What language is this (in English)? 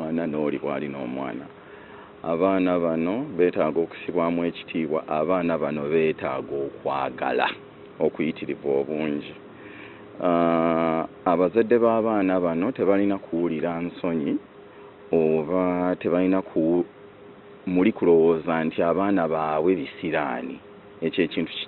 Ganda